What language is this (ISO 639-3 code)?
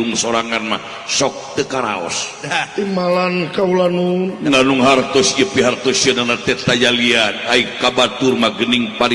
sun